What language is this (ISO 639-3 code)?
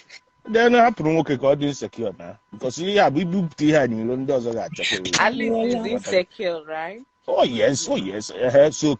ibo